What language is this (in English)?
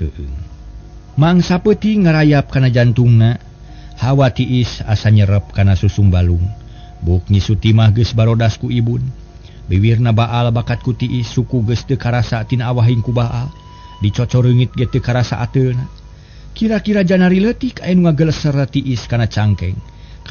Sundanese